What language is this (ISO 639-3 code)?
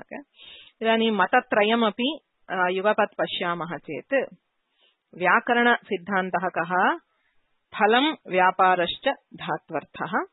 san